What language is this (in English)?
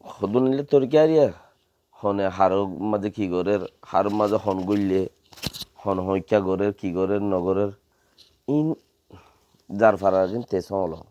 Rohingya